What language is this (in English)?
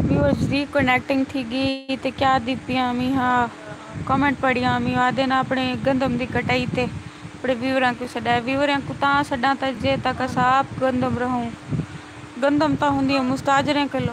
Saraiki